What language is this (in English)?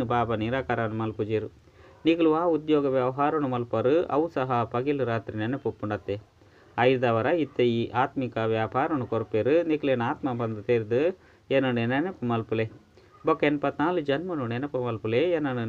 Tulu